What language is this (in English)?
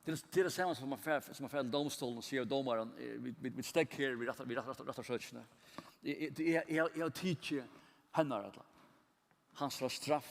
Faroese